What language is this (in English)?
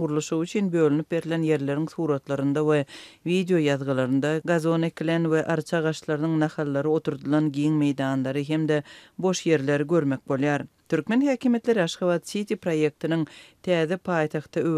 Turkmen